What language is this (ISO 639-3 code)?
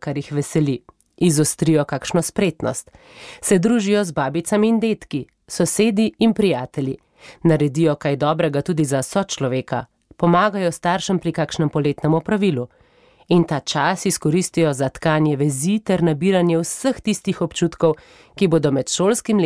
slv